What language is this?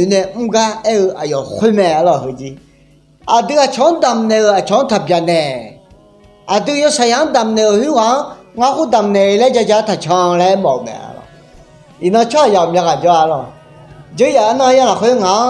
Akha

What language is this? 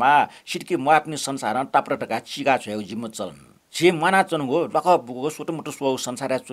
Newari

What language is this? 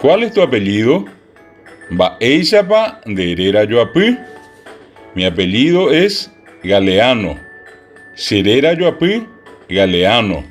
Guarani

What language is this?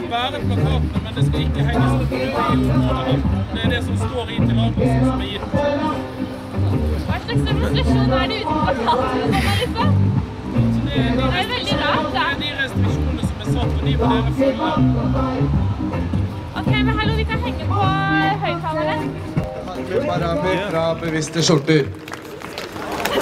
Norwegian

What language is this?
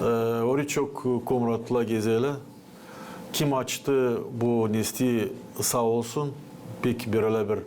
Gagauz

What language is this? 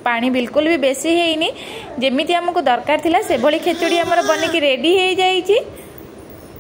Odia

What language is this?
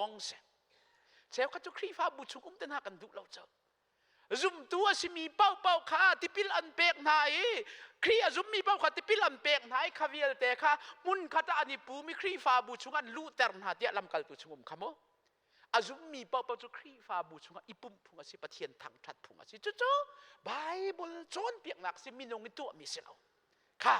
Hakha Chin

